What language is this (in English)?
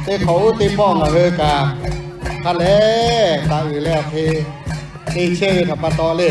Lahu